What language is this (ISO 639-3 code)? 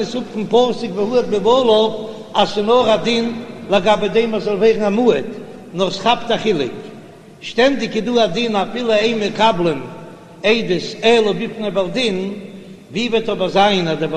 yid